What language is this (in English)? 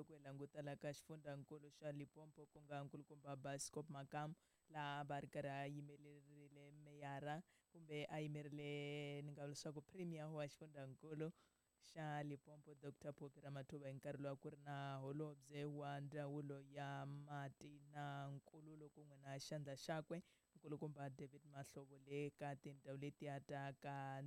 Tsonga